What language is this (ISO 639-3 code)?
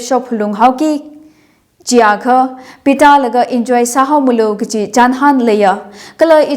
nmf